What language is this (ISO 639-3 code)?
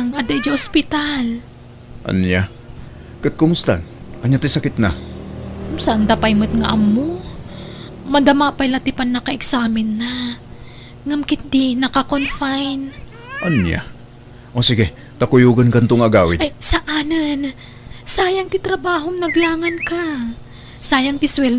ilo